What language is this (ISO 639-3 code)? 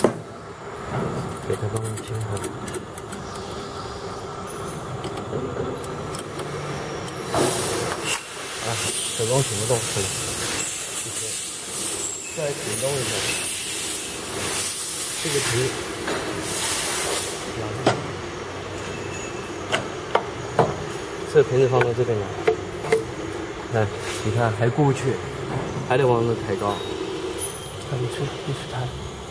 zho